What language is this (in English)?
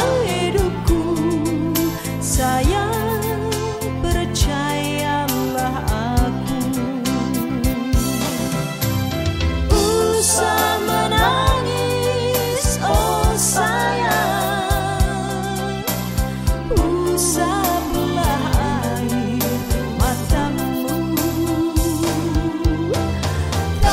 Indonesian